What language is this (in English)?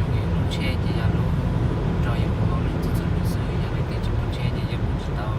Hmong